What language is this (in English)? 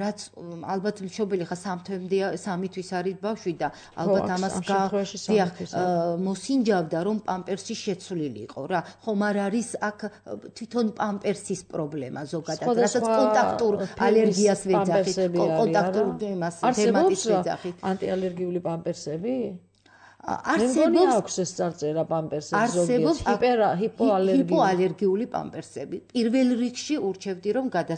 Georgian